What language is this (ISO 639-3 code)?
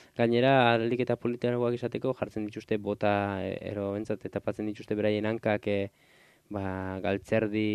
eus